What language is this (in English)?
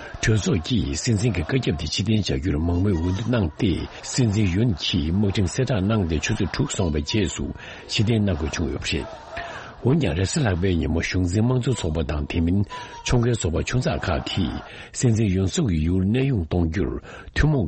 Tibetan